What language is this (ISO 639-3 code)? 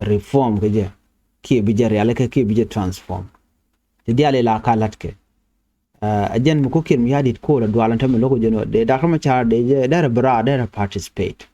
nus